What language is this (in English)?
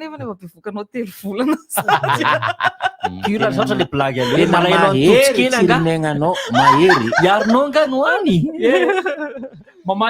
Malagasy